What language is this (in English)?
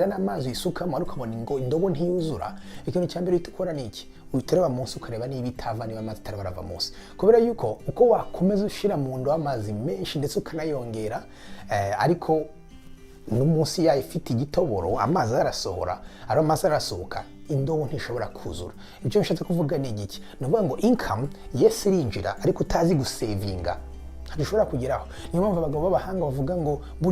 Kinyarwanda